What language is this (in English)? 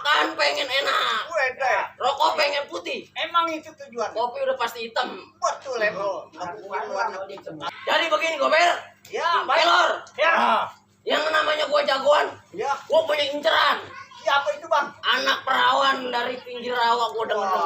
Betawi